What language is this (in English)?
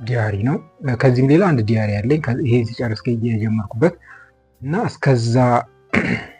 Amharic